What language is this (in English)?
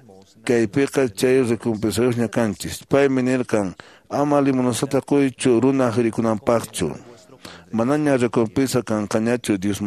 Quechua